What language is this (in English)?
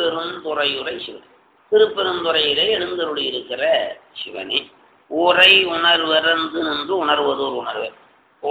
Tamil